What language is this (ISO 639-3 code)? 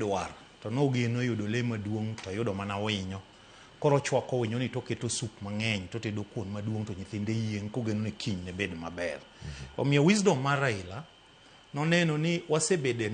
luo